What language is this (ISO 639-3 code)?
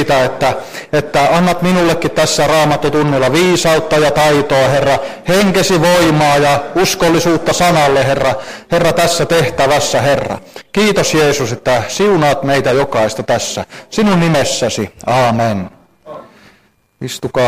fin